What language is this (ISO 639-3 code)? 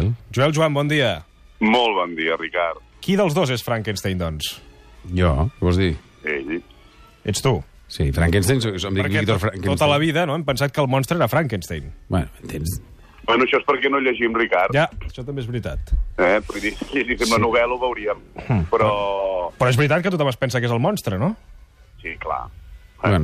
cat